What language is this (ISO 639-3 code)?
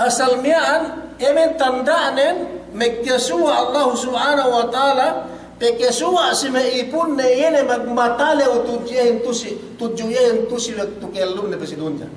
yka